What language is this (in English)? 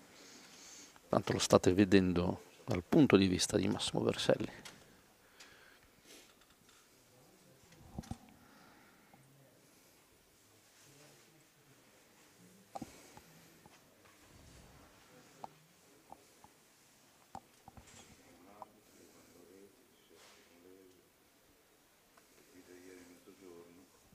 Italian